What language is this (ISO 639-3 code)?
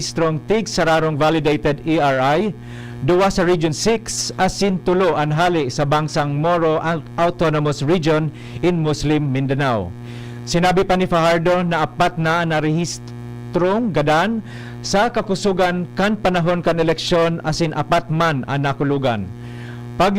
bik